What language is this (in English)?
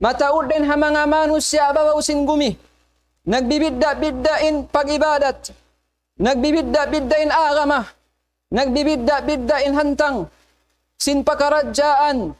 Tausug